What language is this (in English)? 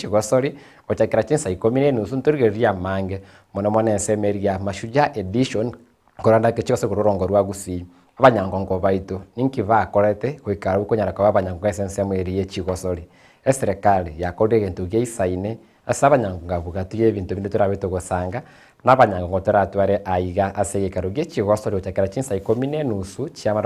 Gusii